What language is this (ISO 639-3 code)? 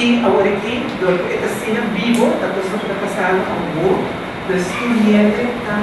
pap